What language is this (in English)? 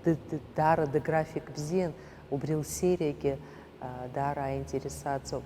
Abkhazian